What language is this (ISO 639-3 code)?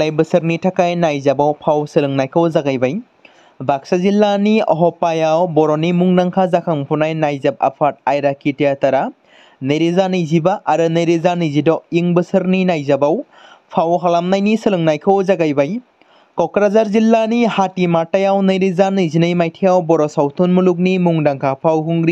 brx